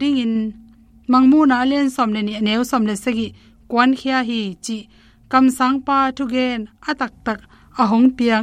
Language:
Tedim Chin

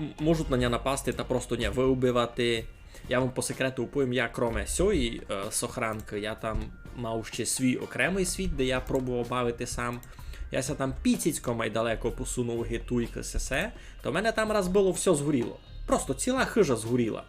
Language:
Rusyn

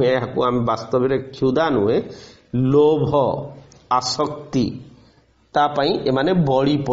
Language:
Odia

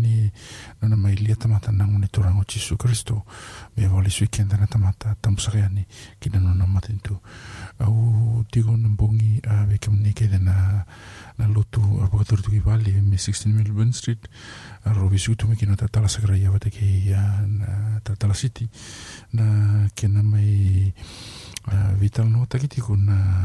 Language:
Fijian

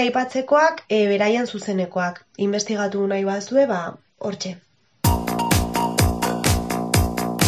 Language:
Basque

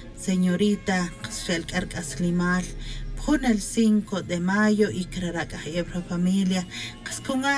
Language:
Tz'utujil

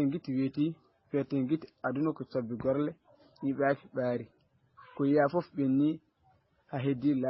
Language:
Fula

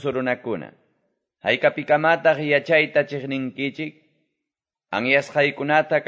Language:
Quechua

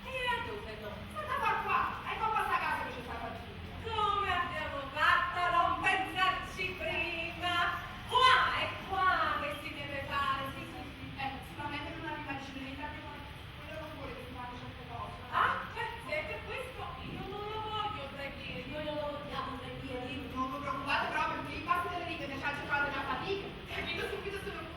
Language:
Neapolitan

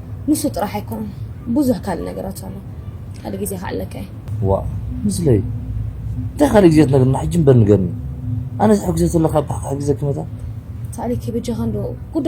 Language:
Tigrinya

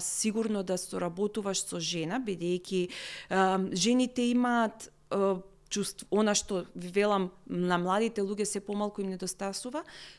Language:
Macedonian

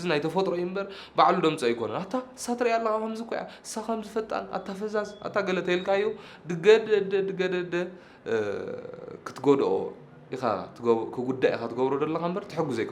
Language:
Tigrinya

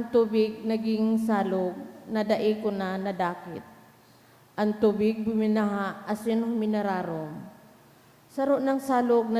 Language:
Bikol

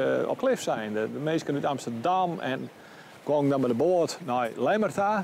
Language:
Western Frisian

